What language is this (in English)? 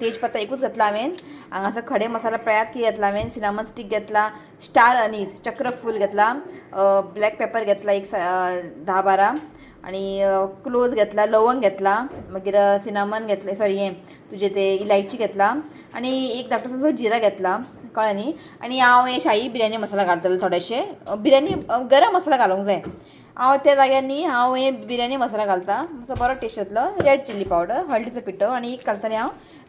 Konkani